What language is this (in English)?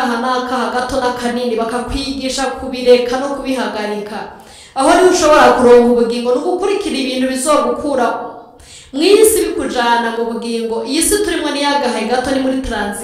Rundi